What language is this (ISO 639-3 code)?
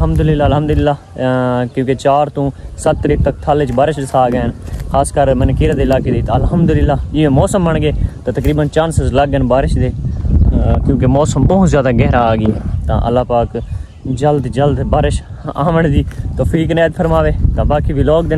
skr